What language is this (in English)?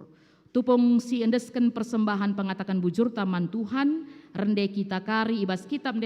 Batak Karo